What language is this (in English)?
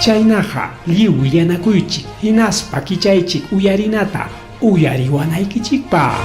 Ayacucho Quechua